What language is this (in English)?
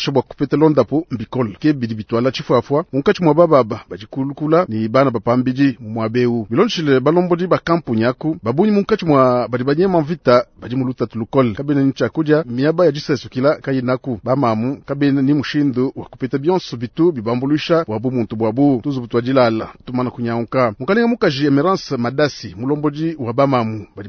Luba-Lulua